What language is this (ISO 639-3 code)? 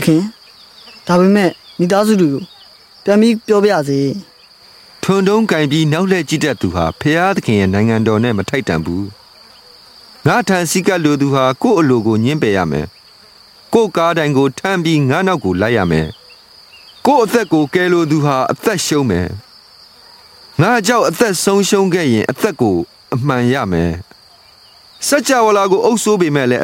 mya